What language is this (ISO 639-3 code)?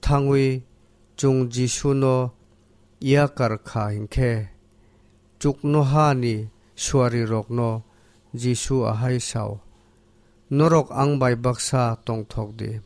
trp